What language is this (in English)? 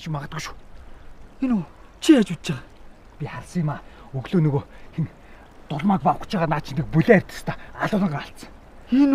Mongolian